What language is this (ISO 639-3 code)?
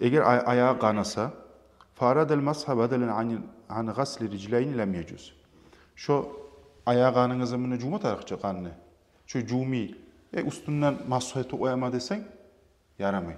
kum